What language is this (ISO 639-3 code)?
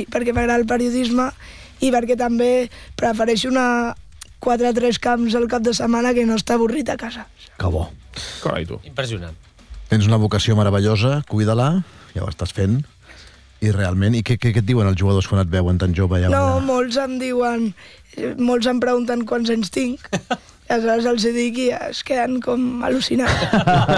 cat